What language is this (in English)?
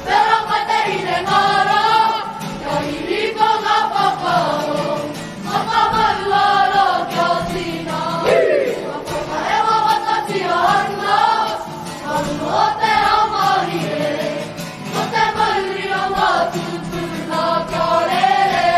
Māori